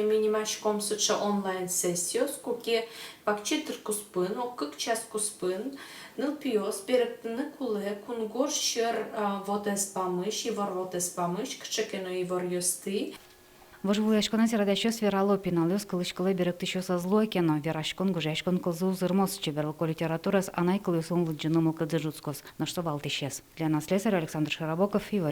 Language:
Udmurt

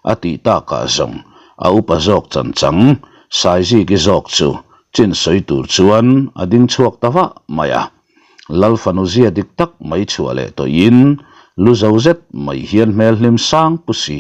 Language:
Mizo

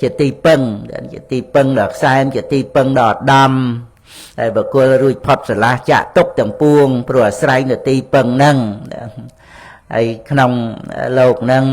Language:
Khmer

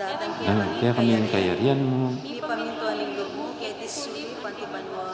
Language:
Pampanga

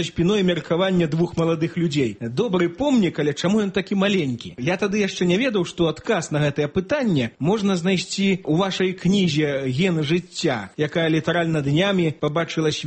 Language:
Belarusian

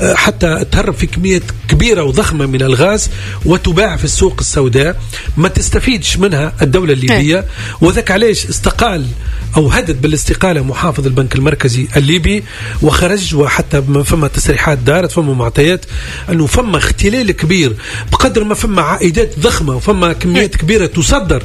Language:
Tunisian Arabic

